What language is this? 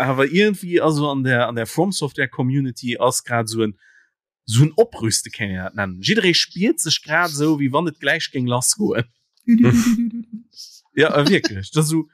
Luxembourgish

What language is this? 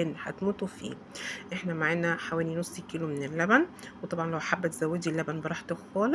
Egyptian Arabic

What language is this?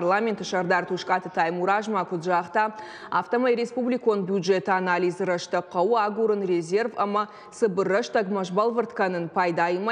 Ossetic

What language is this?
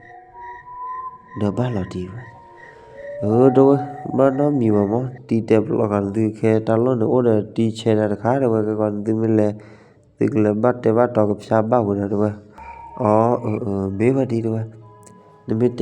S'gaw Karen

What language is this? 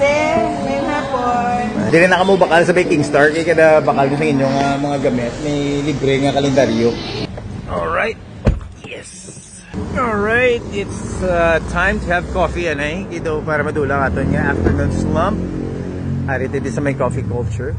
Hiligaynon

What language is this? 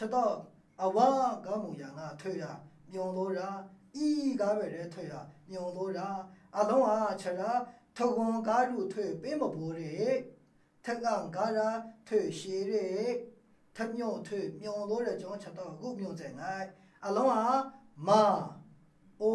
Maru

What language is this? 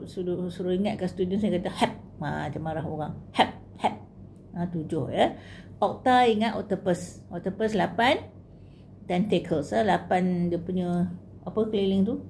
Malay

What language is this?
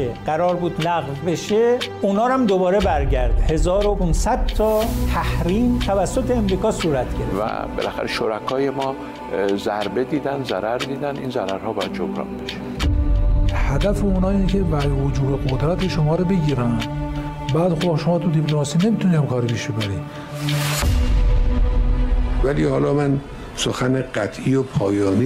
Persian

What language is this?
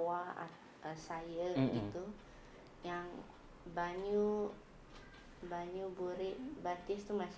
Banjar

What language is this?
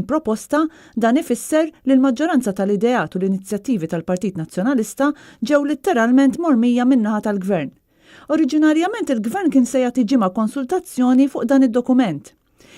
Maltese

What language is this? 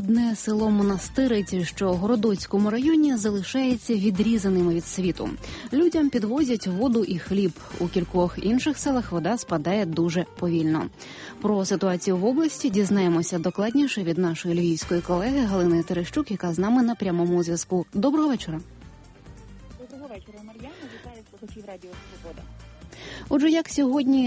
Ukrainian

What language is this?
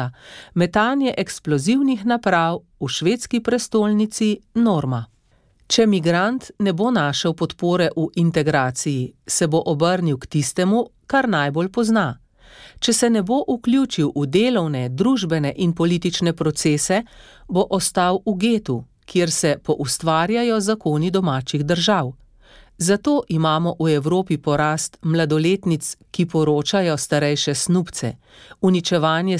Slovenian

